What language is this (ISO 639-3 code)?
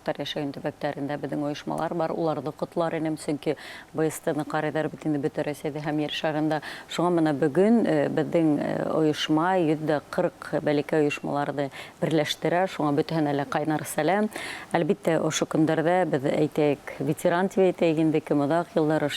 bak